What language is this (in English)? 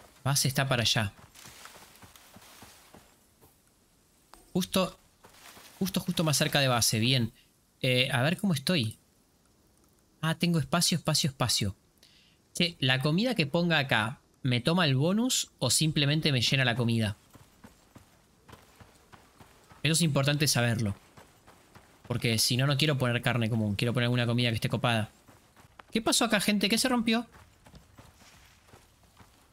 Spanish